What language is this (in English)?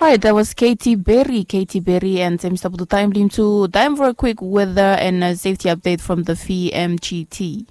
Bislama